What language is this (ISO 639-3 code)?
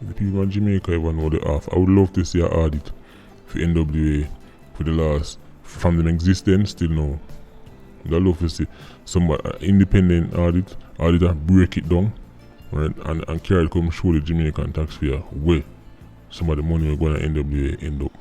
jam